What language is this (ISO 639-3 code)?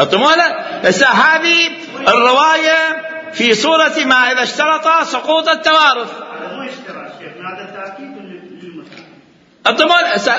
acm